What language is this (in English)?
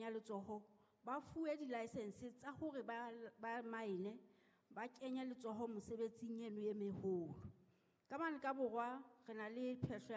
Southern Sotho